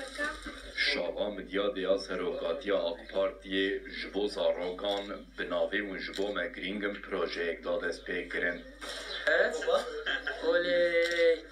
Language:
Kurdish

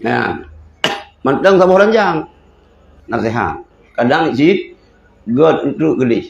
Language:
Achinese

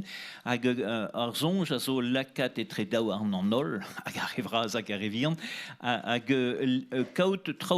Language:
Breton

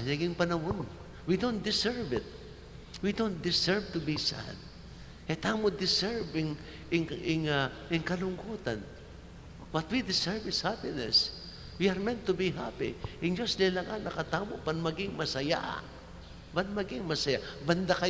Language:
Pampanga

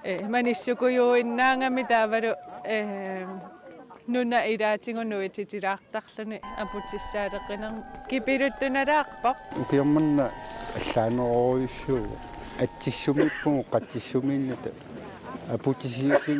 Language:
Kalaallisut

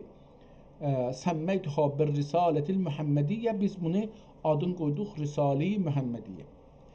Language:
South Azerbaijani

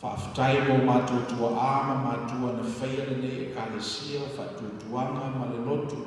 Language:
Samoan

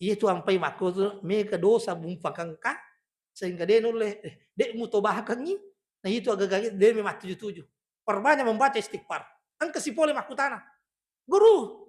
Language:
Buginese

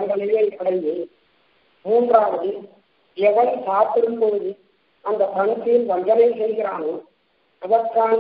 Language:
Tamil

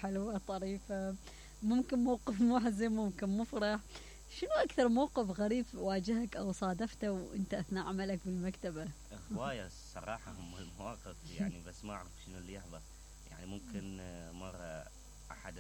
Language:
Mesopotamian Arabic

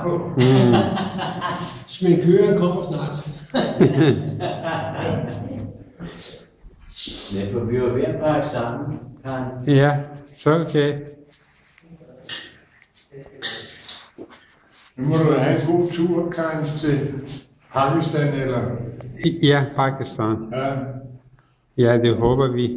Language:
Danish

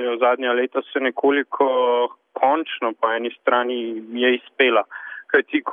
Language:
Slovenian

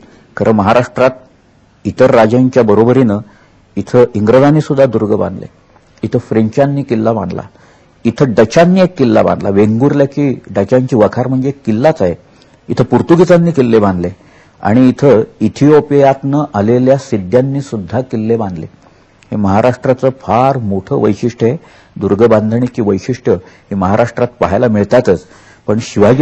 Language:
Marathi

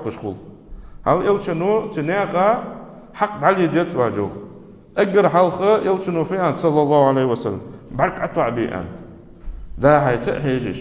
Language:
Ingush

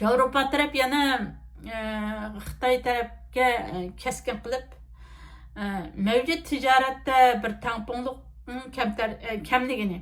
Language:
Uyghur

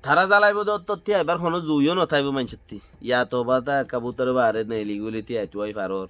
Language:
Rohingya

